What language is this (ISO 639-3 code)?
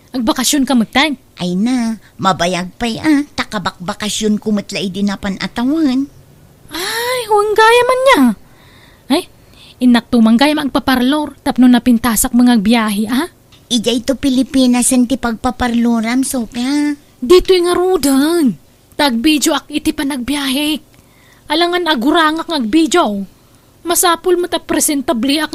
ilo